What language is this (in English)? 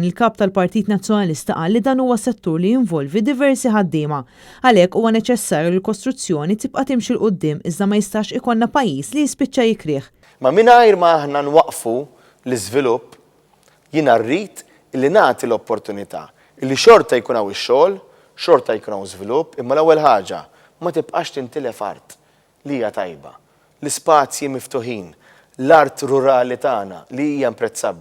Maltese